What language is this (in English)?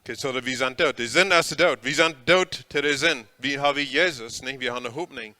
Plautdietsch